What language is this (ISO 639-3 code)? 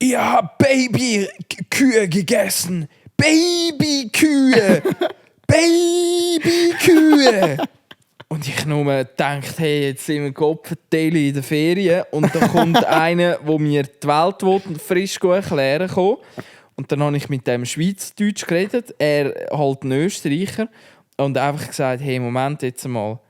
gsw